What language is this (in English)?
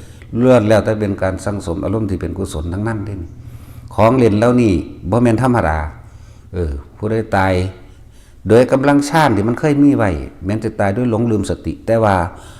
Northeastern Thai